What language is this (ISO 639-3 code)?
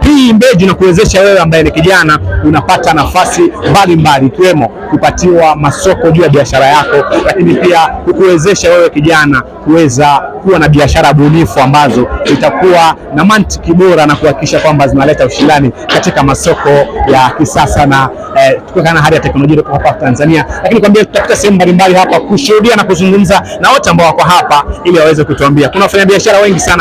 swa